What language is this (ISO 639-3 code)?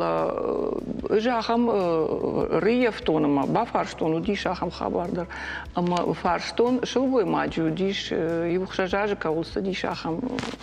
oss